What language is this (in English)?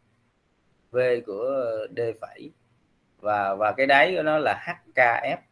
Vietnamese